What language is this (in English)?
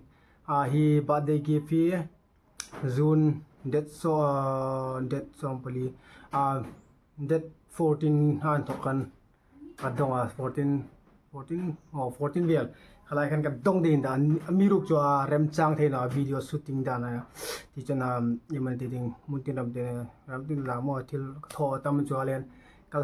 Hmar